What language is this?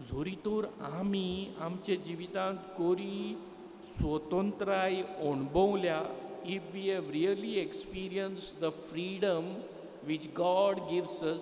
Konkani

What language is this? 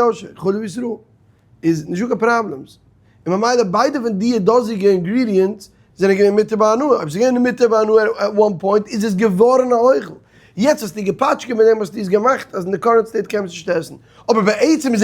Yiddish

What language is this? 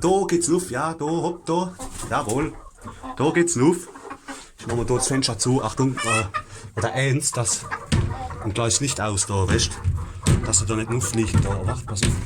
Palatine German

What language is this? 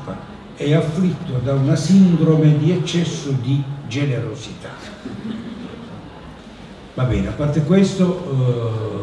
Italian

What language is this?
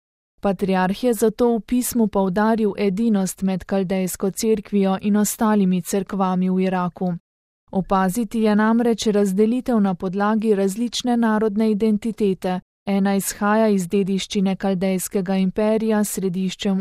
Slovenian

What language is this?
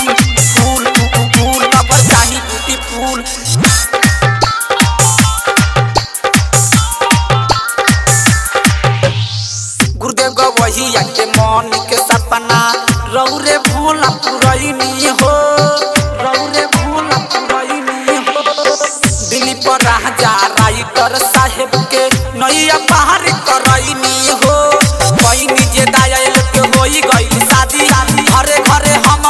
Bhojpuri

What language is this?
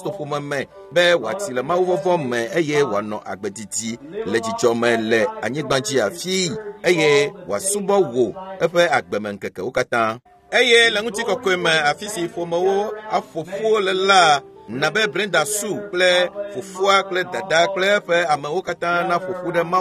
Ewe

